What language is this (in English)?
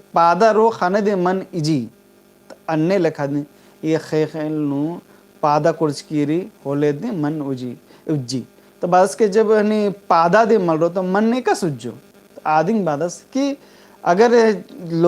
Kurukh